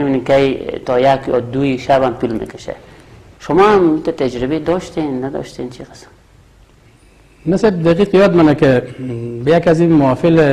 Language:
Persian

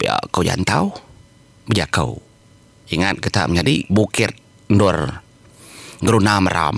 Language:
Iban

